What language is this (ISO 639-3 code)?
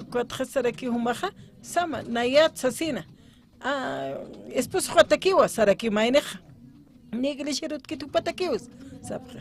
aym